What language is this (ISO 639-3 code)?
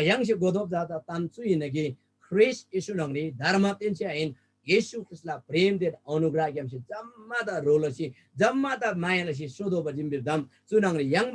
taj